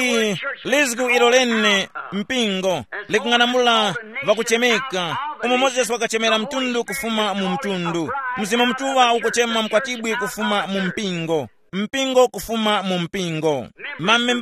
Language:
Tumbuka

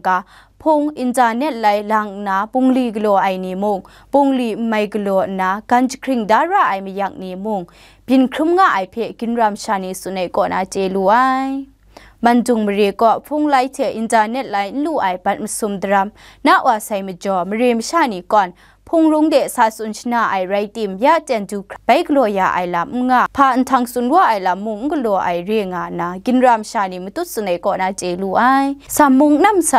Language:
Kachin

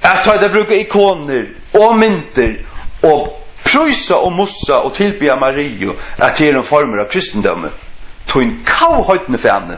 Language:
Faroese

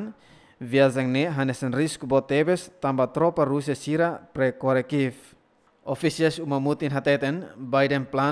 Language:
Tetum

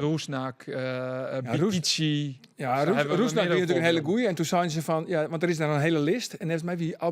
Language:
Western Frisian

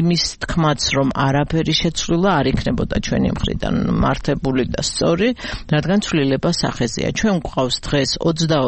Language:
Georgian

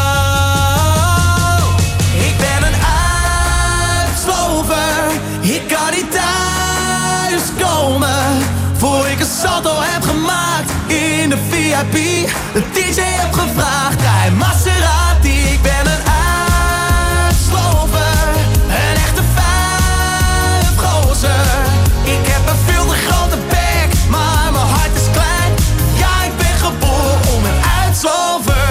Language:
Dutch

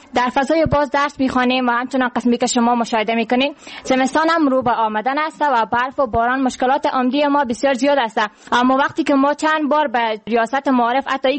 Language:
Persian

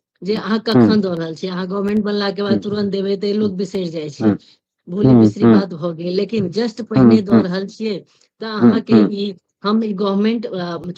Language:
Maithili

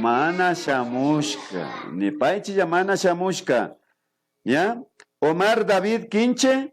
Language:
Imbabura Highland Quichua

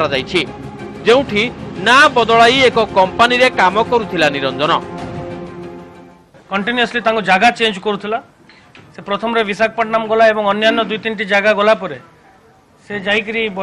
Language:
Odia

